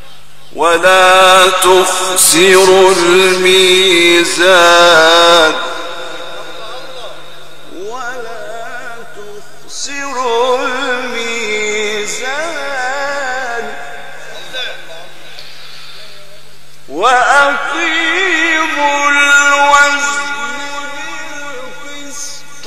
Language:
Arabic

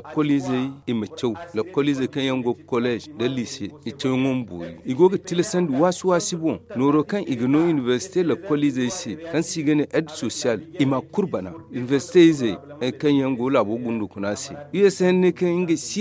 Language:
Zarma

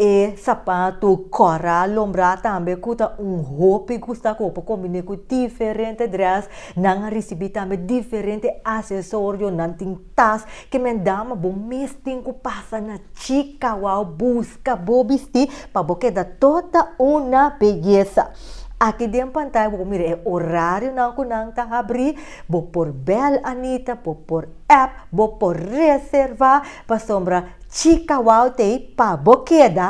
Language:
Papiamento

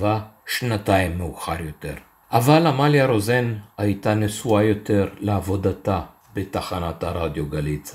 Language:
Hebrew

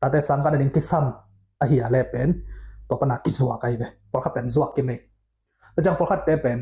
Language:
Tedim Chin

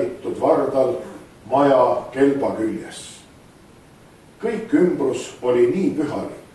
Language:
Estonian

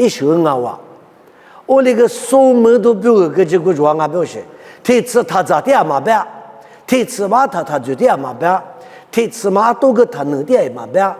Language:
Lisu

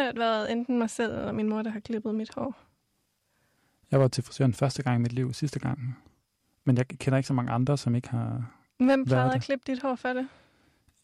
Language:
Danish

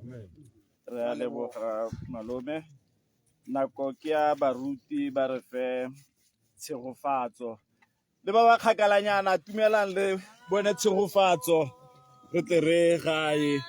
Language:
Tswana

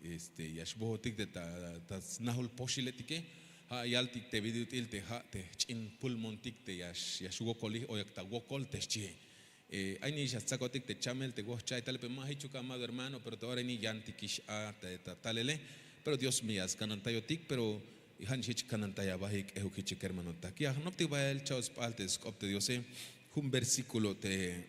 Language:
Tzeltal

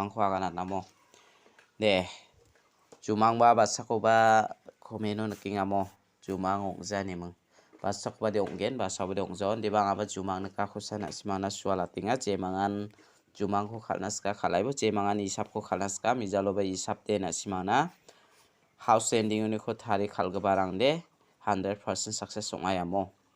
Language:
Garo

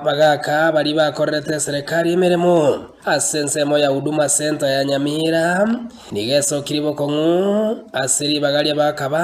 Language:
Gusii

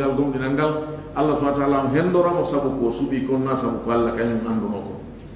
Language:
Fula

